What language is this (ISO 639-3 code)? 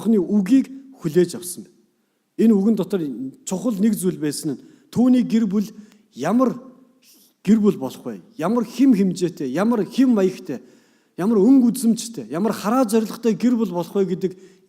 mon